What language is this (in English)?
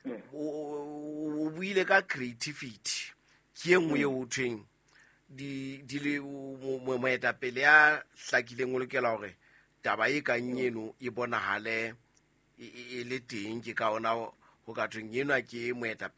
Southern Sotho